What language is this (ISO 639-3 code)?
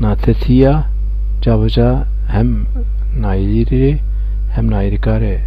zza